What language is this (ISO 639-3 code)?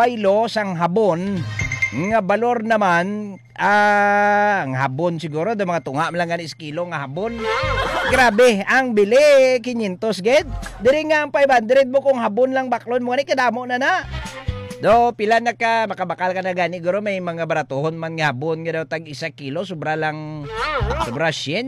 hil